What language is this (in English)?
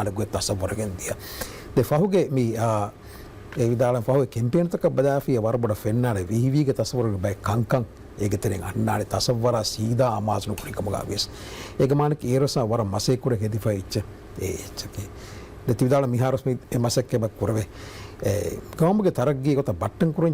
Divehi